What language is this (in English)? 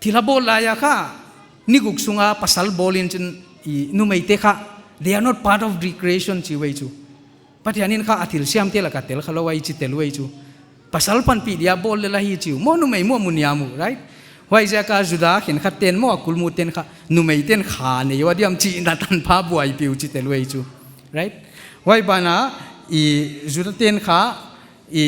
Paite Chin